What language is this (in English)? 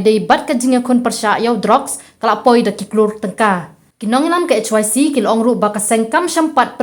Khasi